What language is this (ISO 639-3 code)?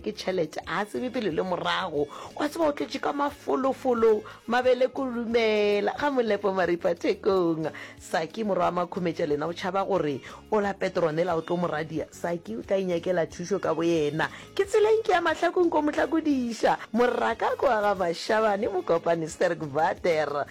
nso